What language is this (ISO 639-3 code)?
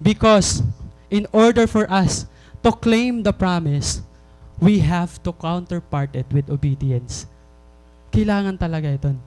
war